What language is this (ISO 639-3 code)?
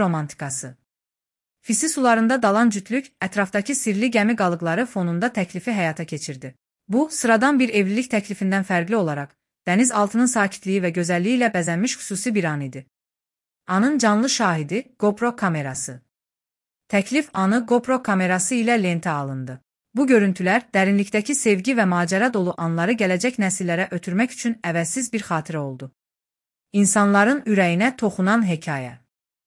aze